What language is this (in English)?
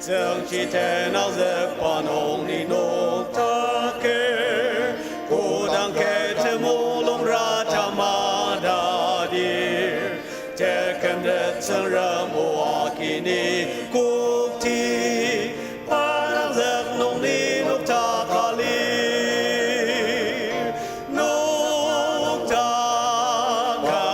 Ao Naga